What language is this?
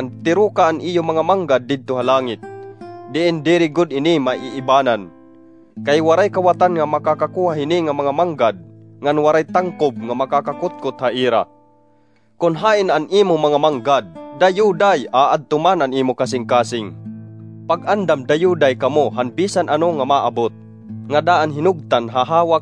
Waray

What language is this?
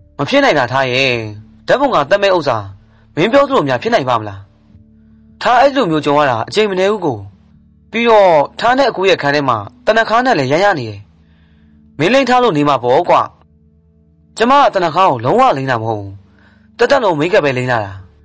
Burmese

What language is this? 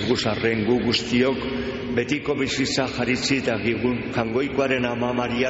Basque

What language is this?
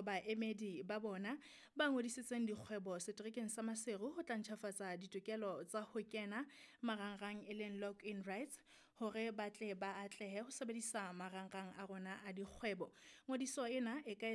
Southern Sotho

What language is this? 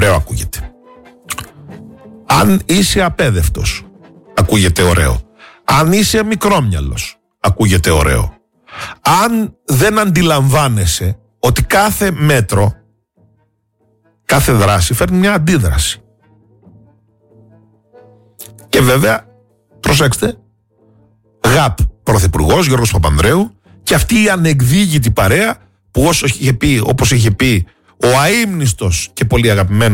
Greek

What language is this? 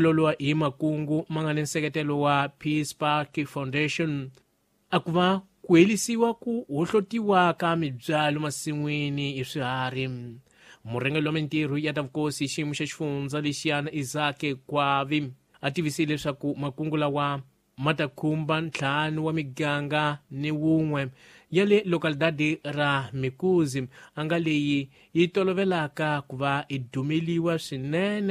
Tsonga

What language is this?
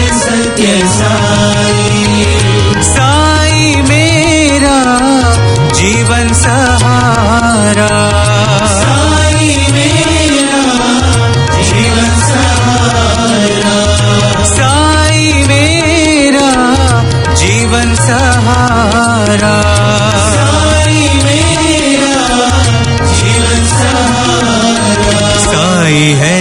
Gujarati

